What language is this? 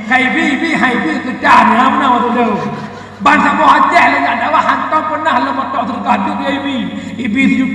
Achinese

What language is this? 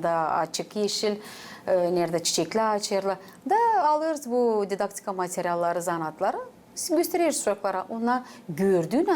Gagauz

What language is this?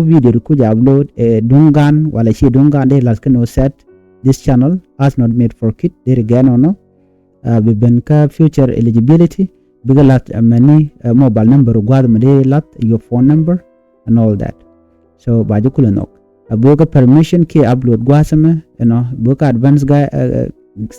Nuer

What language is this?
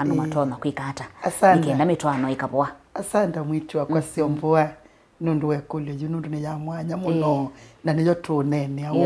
Kamba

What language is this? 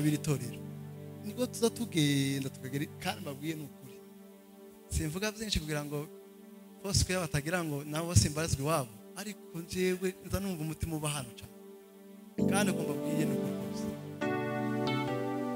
Kinyarwanda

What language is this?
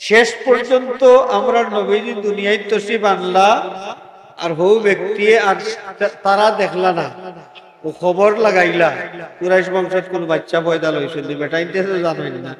Sylheti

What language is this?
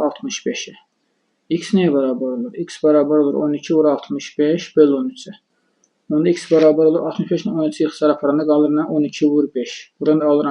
Azerbaijani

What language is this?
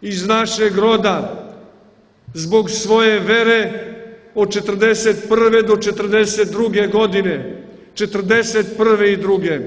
Serbian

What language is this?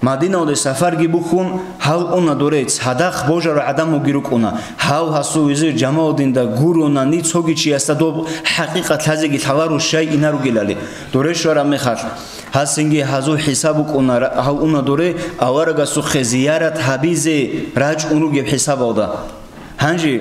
Avaric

